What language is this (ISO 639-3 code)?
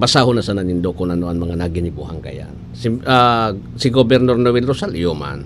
bik